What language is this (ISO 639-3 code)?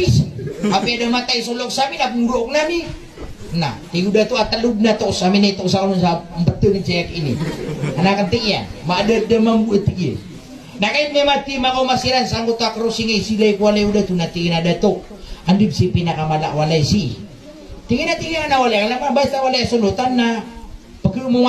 mrw